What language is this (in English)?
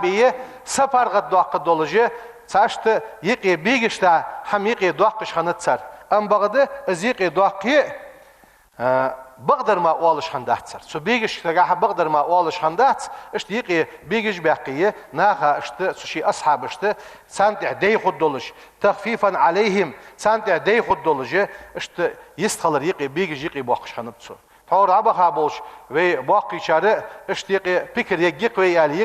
Ingush